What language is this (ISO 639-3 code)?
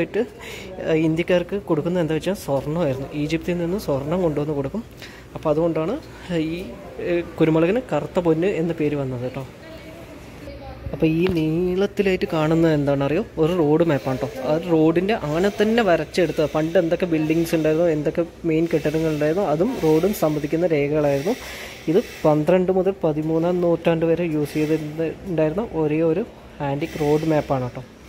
mal